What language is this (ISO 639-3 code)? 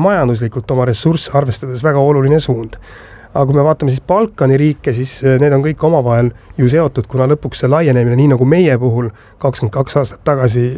est